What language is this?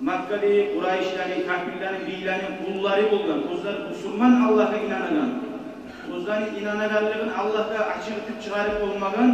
Kumyk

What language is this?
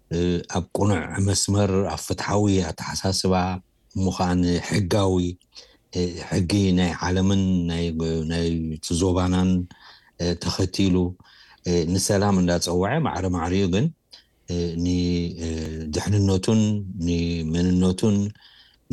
Tigrinya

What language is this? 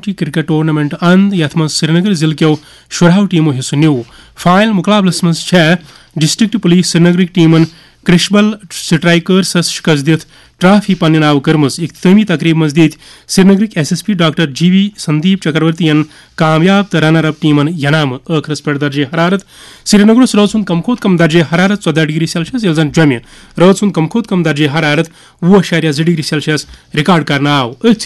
Kashmiri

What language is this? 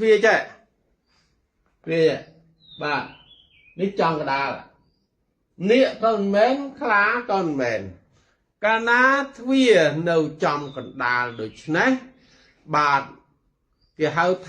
Khmer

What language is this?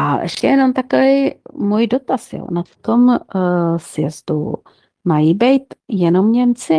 Czech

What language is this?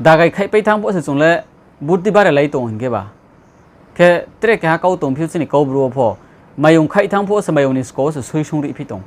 Riang (India)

